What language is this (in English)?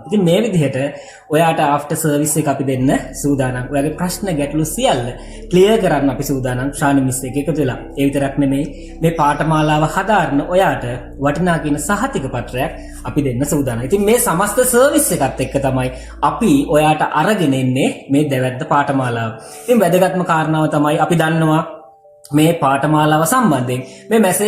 Sinhala